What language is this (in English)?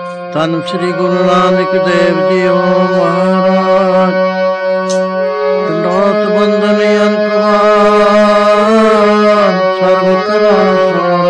Punjabi